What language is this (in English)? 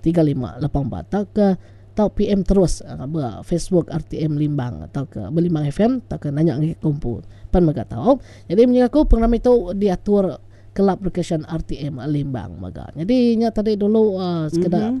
Iban